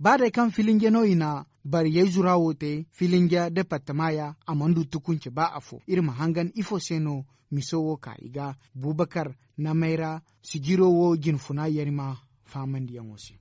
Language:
Zarma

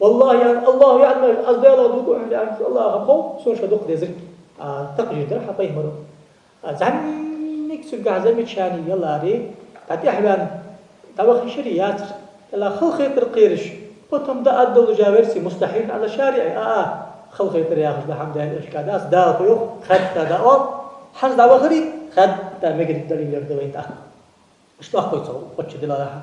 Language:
Ingush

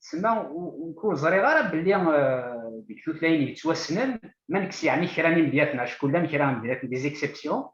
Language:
Kabyle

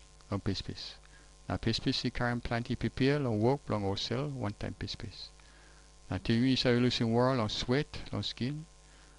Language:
Tok Pisin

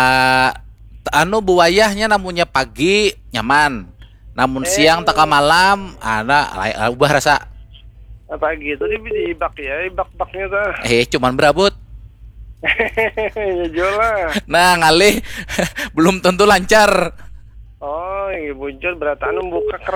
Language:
Banjar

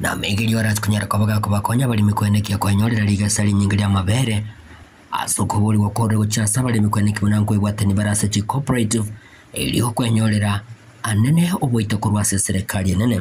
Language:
Gusii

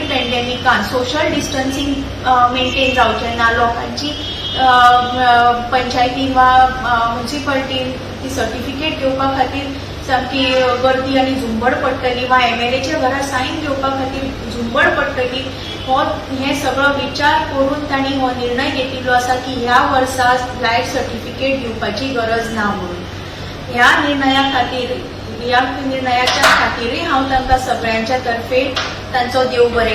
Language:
Konkani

